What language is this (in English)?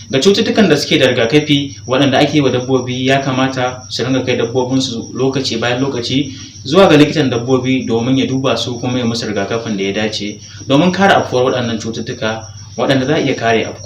Hausa